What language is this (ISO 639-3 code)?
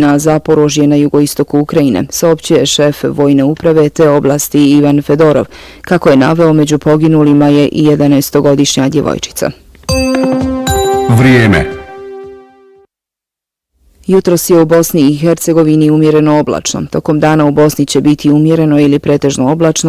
bos